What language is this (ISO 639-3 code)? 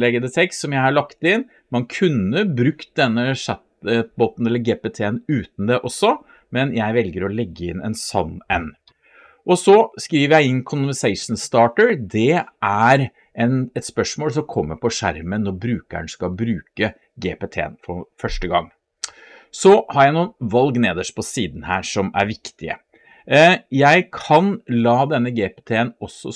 nor